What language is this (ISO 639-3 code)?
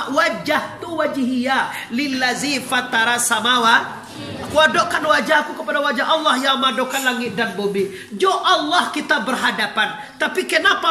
min